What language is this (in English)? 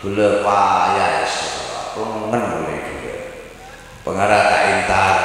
Madurese